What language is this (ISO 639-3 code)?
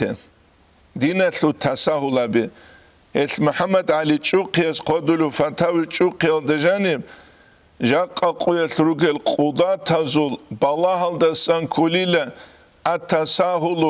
ava